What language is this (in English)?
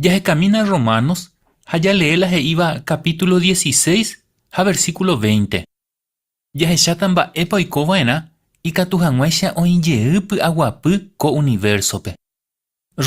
Guarani